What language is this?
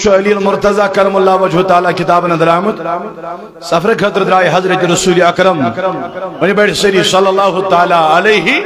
Kashmiri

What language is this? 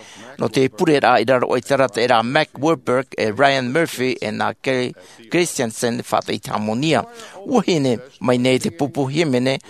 Tahitian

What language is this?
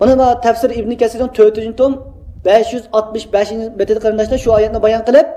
Uyghur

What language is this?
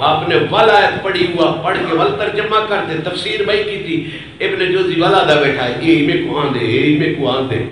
Saraiki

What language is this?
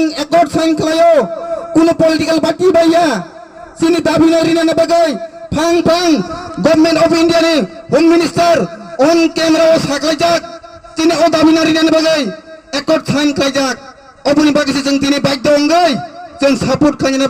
Kok Borok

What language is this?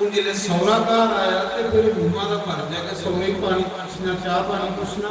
Dogri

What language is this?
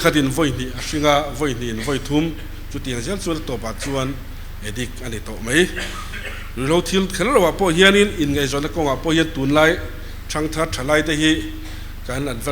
Mizo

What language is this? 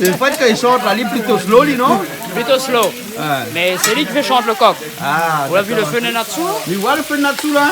Réunion Creole French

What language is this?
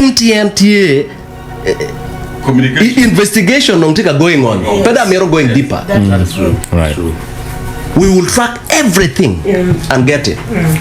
Acoli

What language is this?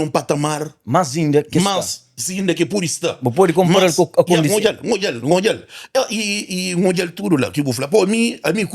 Kabuverdianu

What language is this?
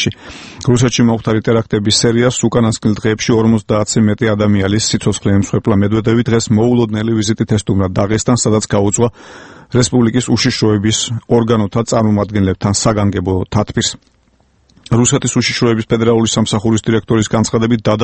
Georgian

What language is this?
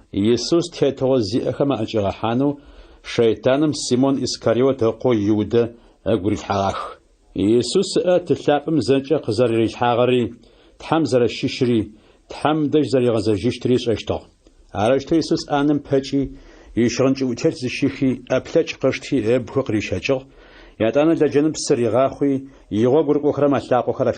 Adyghe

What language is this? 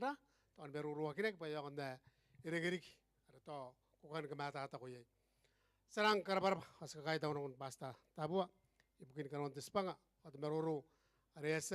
Gilbertese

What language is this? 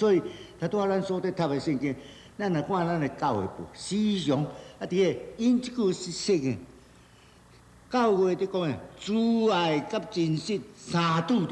Min Nan Chinese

